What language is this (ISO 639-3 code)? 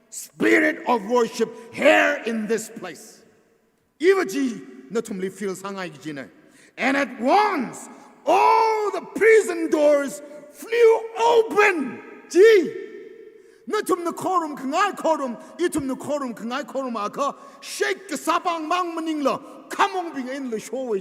nmf